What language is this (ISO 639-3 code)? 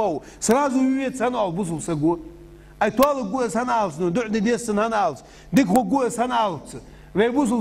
inh